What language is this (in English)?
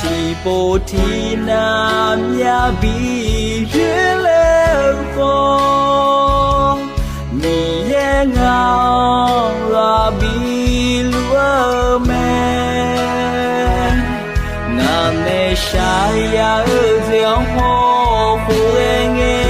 Akha